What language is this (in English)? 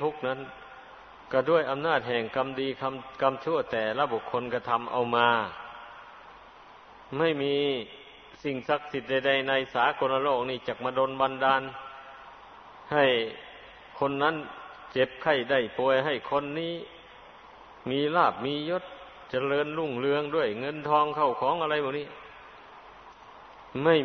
Thai